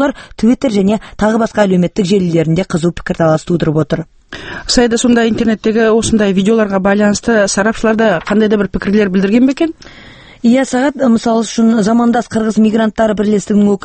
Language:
Kazakh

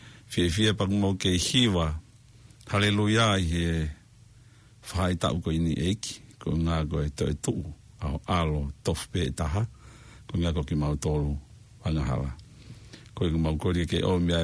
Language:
Tongan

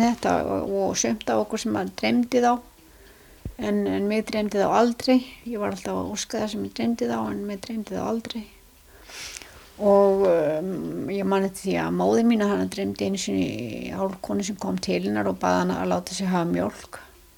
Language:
Icelandic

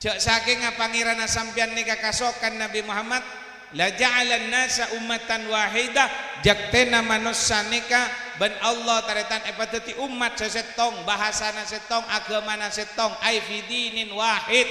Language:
Madurese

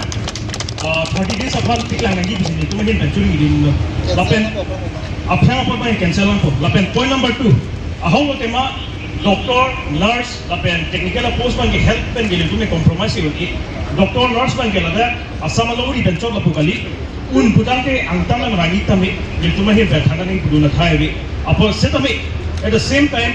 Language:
Karbi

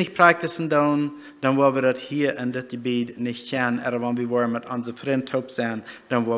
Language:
Plautdietsch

